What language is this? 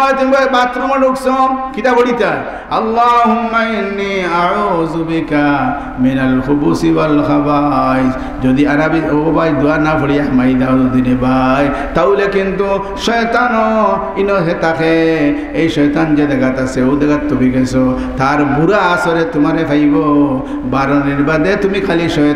Sylheti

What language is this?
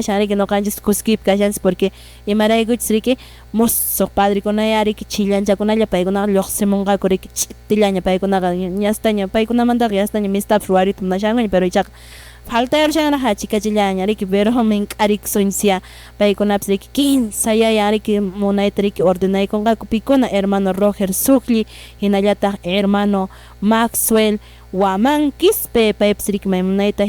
Quechua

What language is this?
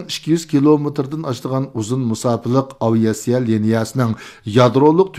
Uyghur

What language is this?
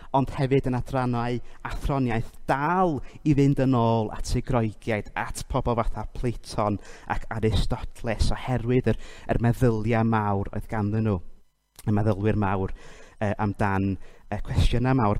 Welsh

